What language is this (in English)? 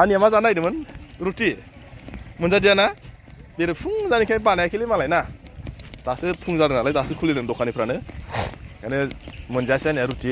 Bodo